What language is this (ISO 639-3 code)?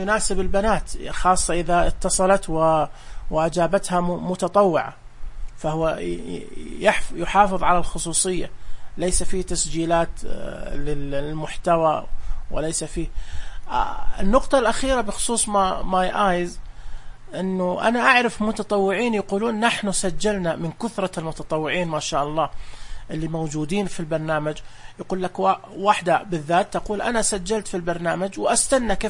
ars